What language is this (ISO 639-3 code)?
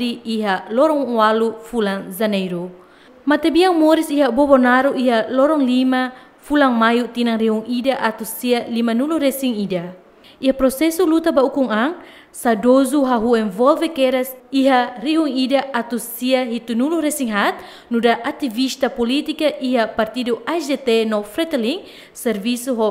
tet